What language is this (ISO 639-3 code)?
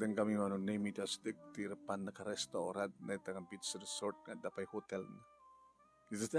ilo